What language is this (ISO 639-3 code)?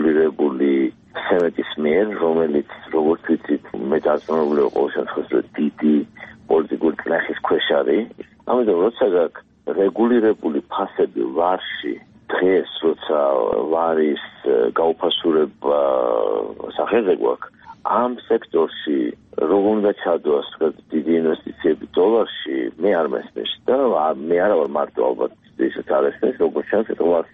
kat